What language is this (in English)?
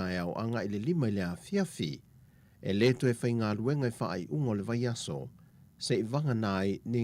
Samoan